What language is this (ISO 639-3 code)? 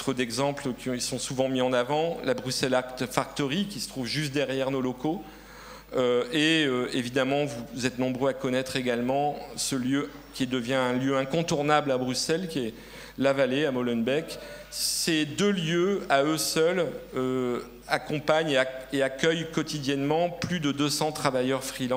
fra